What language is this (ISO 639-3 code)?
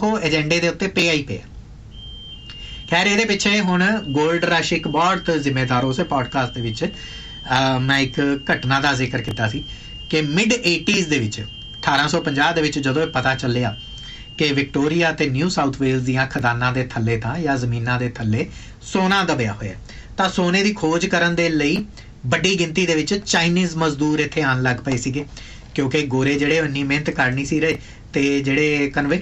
pan